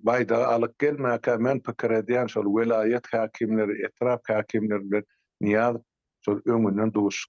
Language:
Turkmen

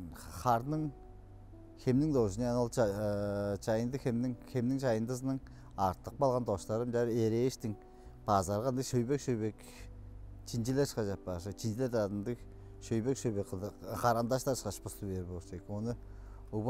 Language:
Tuvinian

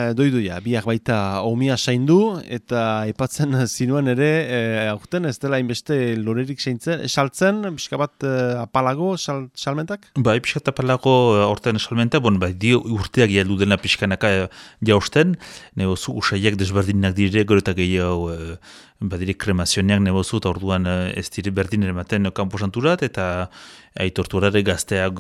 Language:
Basque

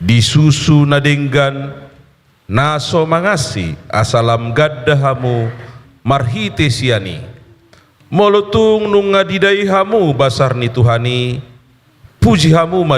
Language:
Batak Toba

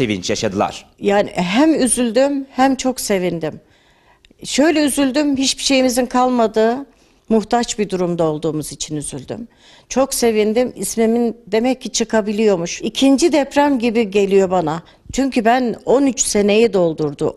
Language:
Turkish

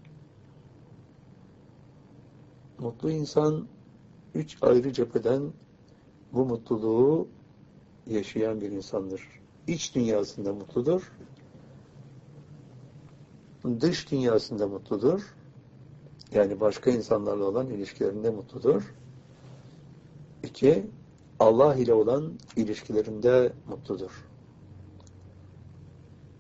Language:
Turkish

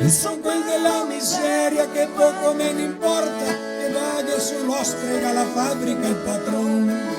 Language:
Venetian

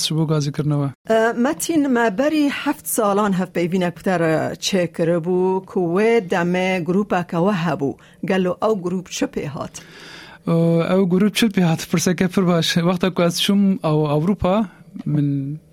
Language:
Kurdish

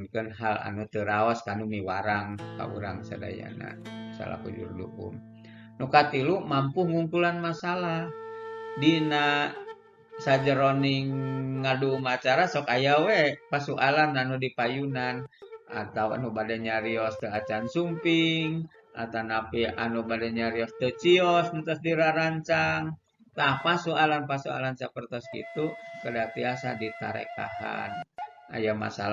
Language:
Sundanese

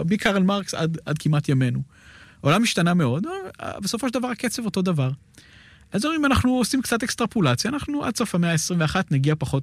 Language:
Hebrew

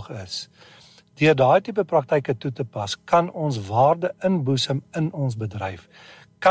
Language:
Afrikaans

